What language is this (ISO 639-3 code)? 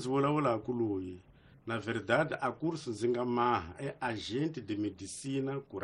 tso